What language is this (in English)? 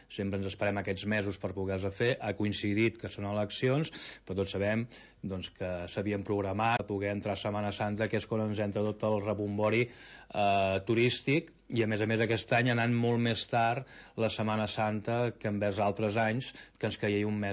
Catalan